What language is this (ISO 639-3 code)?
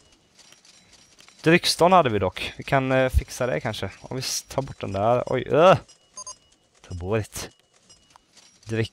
swe